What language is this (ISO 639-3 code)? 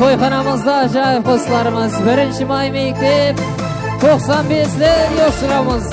kaa